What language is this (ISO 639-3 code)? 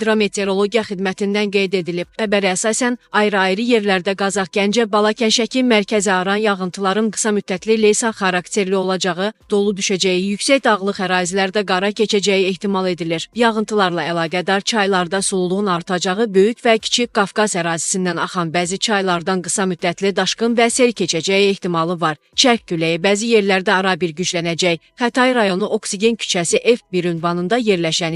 aze